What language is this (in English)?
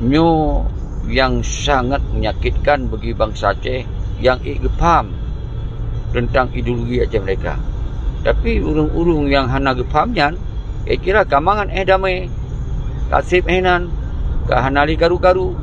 Achinese